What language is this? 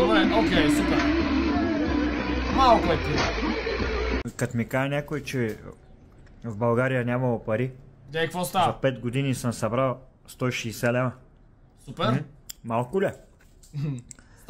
Bulgarian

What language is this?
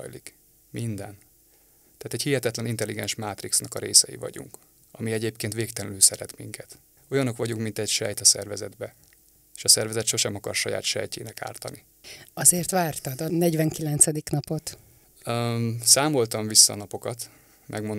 Hungarian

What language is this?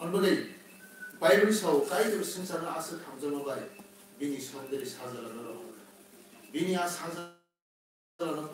Kok Borok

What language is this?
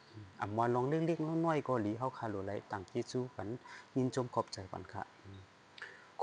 Shan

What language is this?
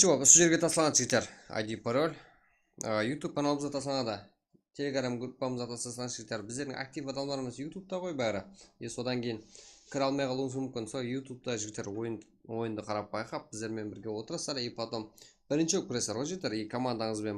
Kara-Kalpak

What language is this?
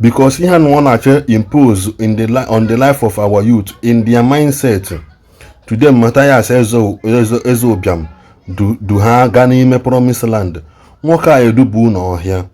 Igbo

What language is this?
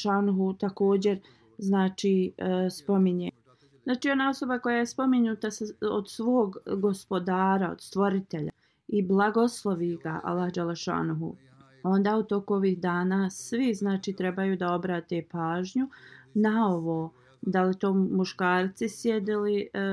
Bosnian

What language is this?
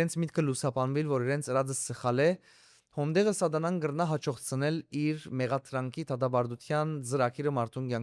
Western Armenian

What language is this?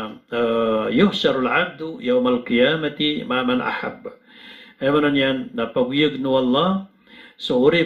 Maranao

